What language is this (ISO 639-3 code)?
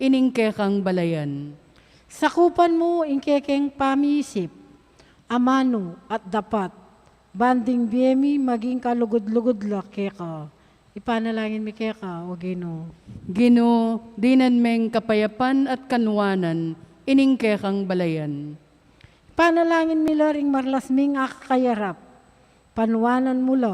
pam